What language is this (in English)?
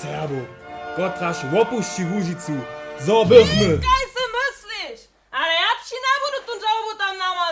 Upper Sorbian